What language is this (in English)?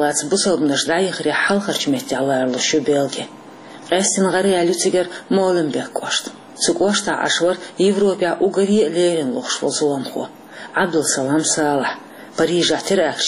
Chechen